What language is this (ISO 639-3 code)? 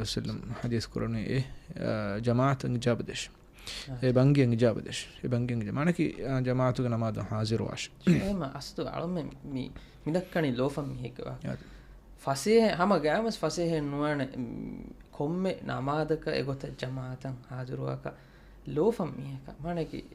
div